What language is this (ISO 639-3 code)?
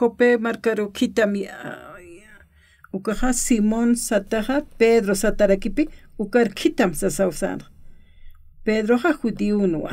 aym